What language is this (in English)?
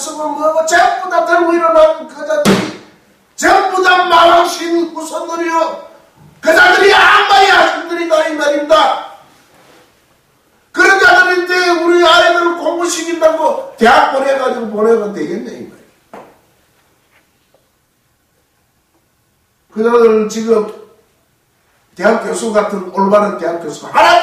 Korean